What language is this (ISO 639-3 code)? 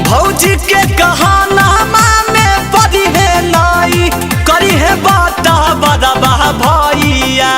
mag